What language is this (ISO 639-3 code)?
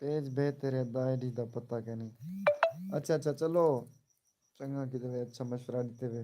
skr